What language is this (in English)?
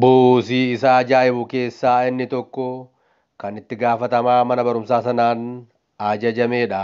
Oromo